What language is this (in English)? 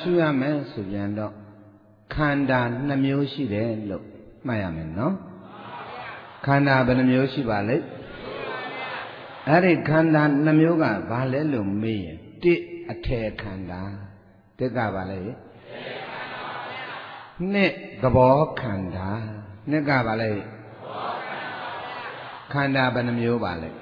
Burmese